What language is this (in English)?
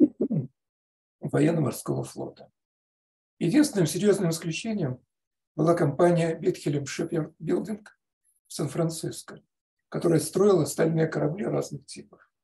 Russian